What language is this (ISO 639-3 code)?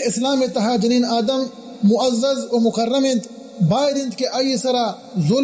bgp